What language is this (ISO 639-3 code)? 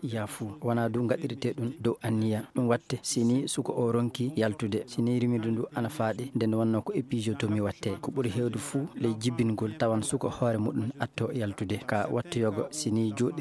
ful